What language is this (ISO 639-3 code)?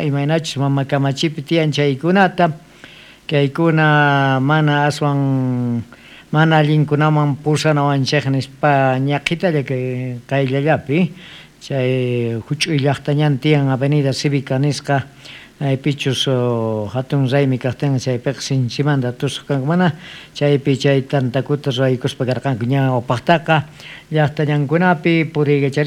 quh